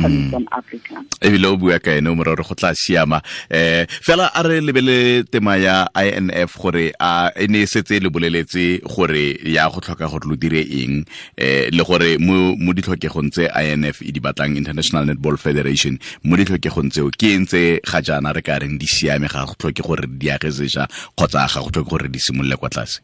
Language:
Tswana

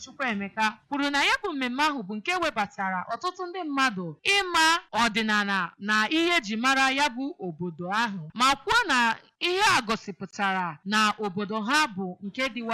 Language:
Igbo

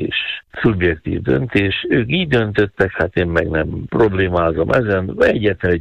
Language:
Hungarian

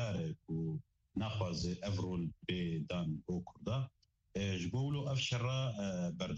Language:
Kurdish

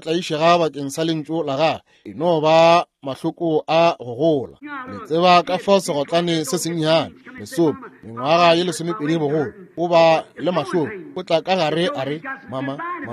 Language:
Northern Sotho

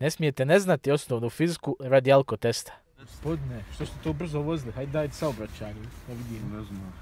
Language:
Bosnian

